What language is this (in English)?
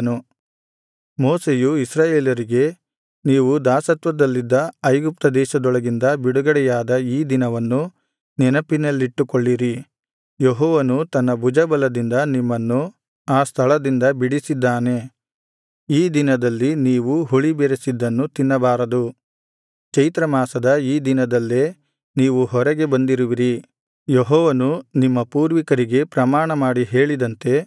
Kannada